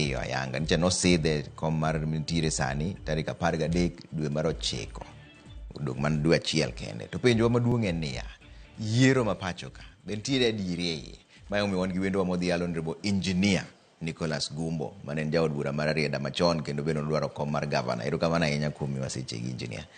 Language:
Luo (Kenya and Tanzania)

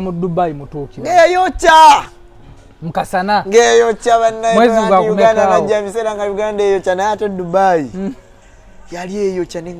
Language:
Ganda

